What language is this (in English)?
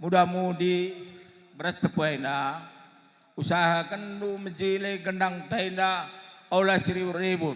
Batak Karo